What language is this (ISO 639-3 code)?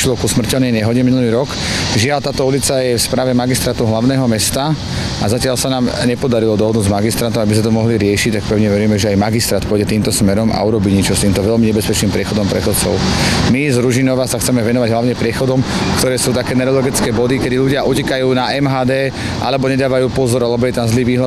slk